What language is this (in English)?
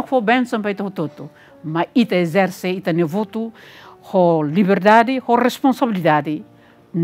Tetum